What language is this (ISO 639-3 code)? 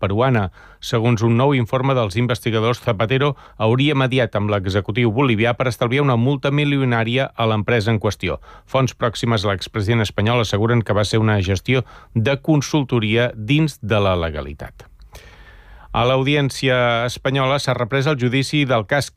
cat